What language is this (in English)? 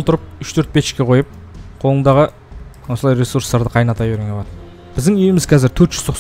Kazakh